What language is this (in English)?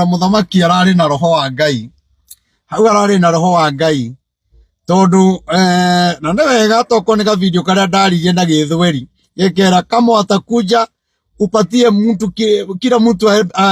Kikuyu